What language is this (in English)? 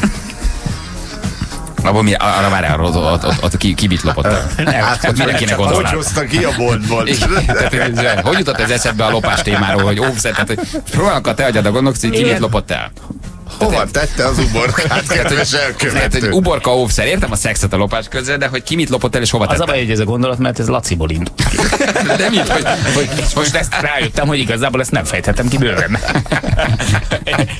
Hungarian